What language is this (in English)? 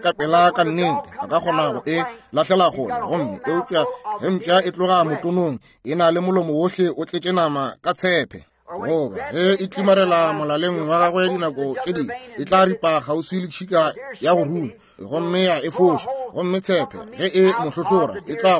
Northern Sotho